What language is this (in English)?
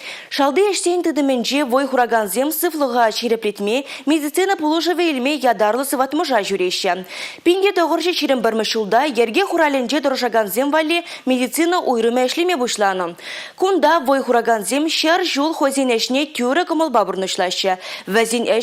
Chuvash